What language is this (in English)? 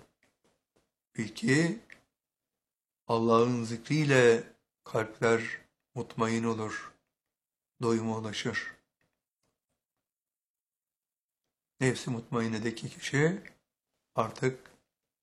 Turkish